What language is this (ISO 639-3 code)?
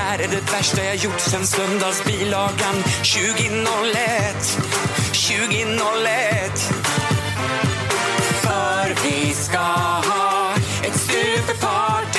swe